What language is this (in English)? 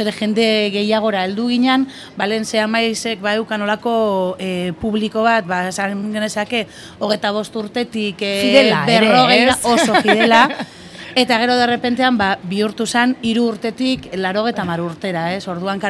Basque